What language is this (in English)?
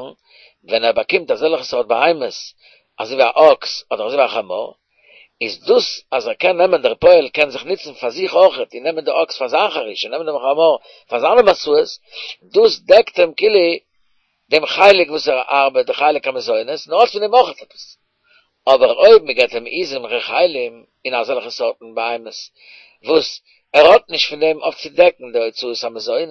Yiddish